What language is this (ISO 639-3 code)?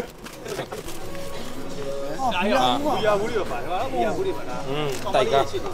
mya